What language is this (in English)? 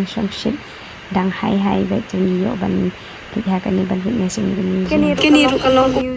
Khasi